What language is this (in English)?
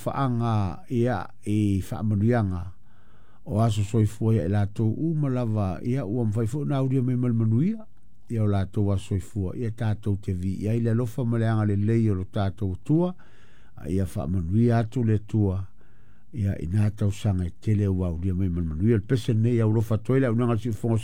Samoan